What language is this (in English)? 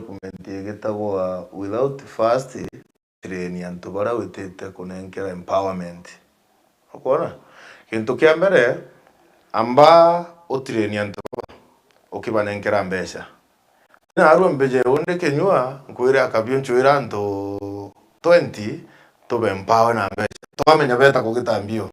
Meru